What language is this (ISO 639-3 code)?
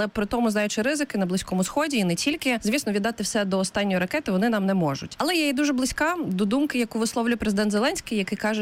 ukr